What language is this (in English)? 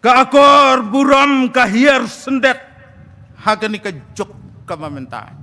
Khasi